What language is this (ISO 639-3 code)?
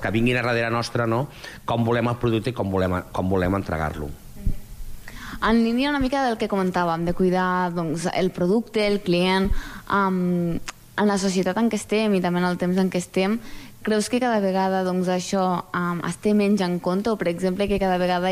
cat